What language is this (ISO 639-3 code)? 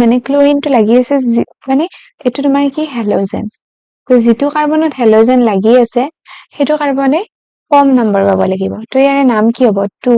asm